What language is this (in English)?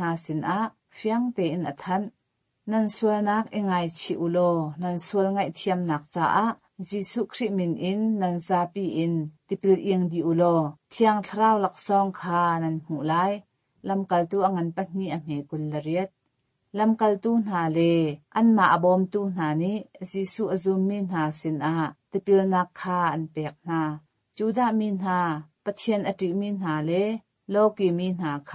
Hakha Chin